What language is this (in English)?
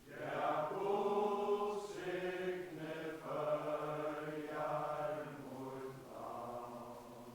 Faroese